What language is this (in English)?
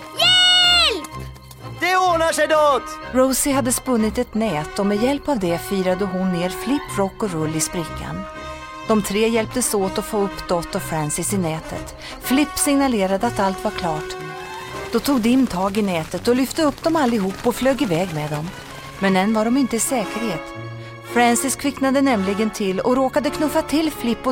Swedish